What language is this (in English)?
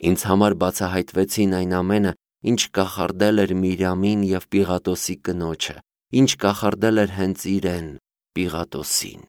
Armenian